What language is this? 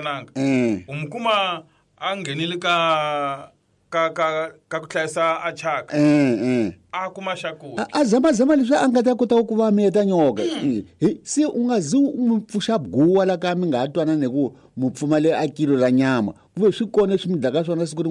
Tsonga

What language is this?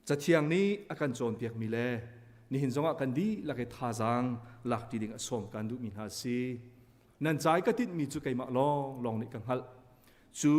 Hakha Chin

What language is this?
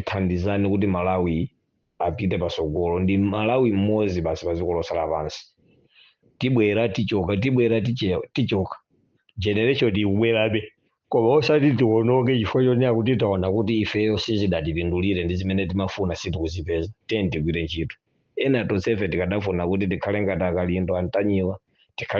Nyanja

